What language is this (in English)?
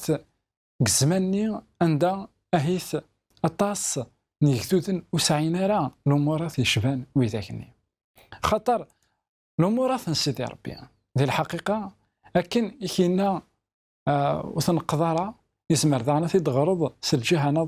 Kabyle